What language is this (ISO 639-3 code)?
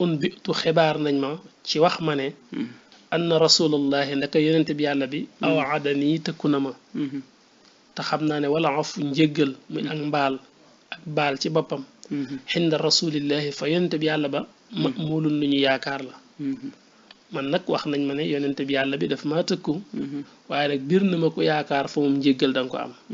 wol